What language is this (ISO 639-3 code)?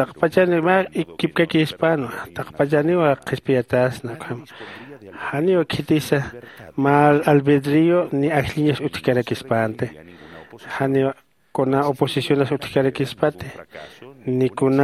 aym